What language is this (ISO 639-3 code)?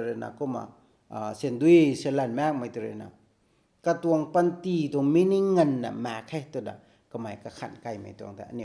nbu